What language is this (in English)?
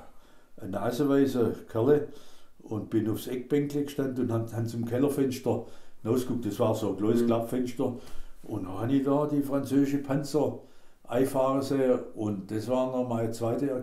German